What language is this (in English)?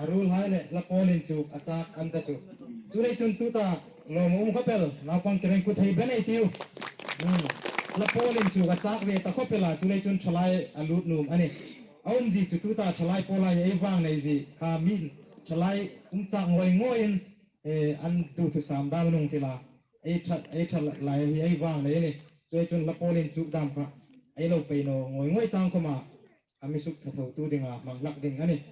Hmar